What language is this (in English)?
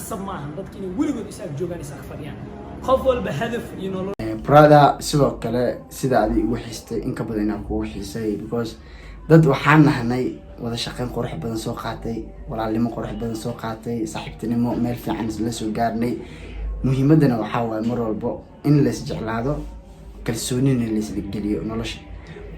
Somali